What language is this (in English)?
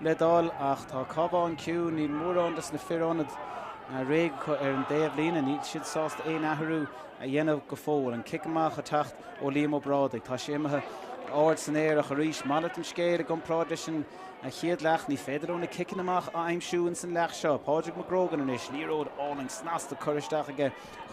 Irish